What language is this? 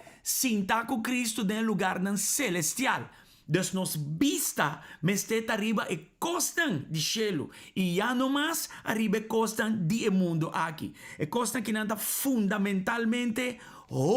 Papiamento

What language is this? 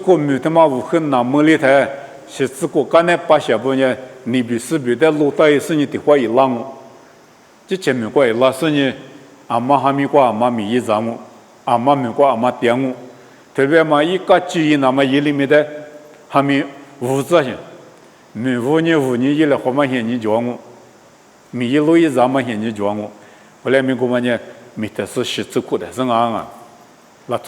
Lisu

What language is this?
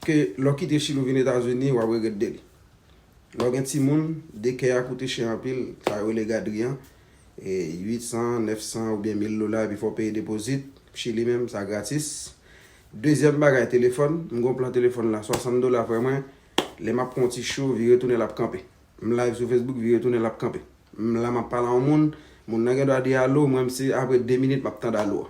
Haitian Creole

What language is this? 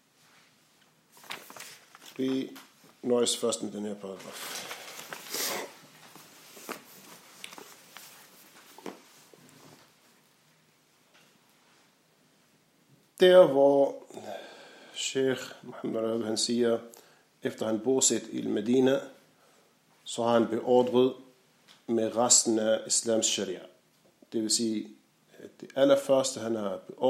Danish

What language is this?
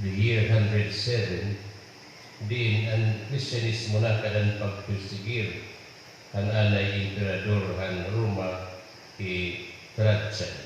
Cebuano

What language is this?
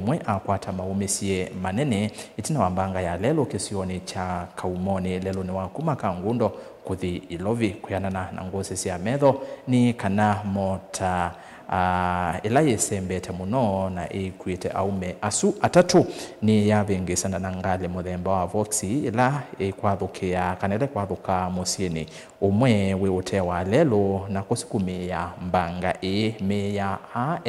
Kamba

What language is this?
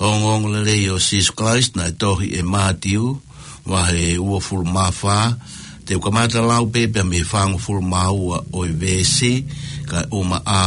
Tongan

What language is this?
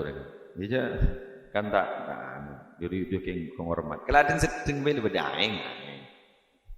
Madurese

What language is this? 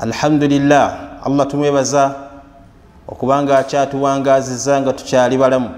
Ganda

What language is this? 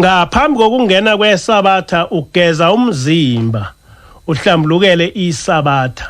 Zulu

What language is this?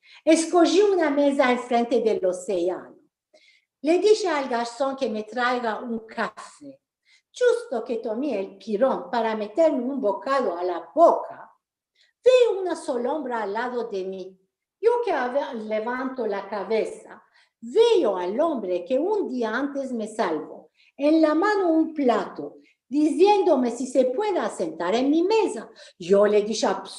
Ladino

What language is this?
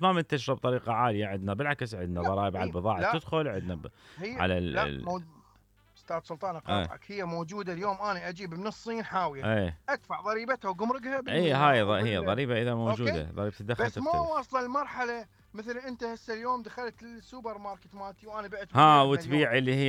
Mesopotamian Arabic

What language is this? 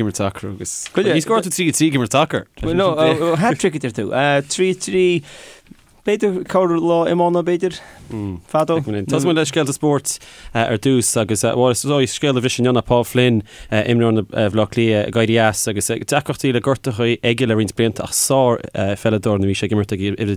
Irish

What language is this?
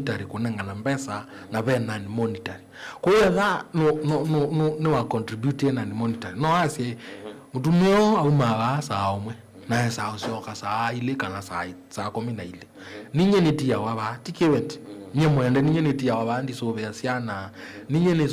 Kamba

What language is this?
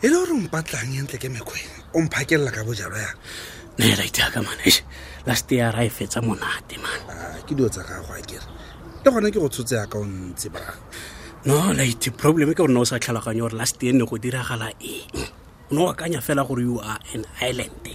Tswana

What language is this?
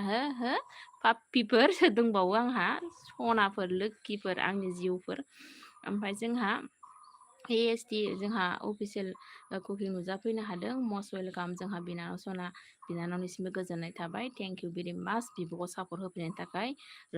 Bodo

